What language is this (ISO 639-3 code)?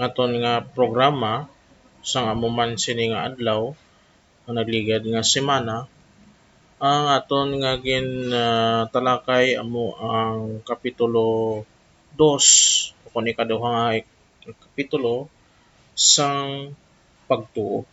hil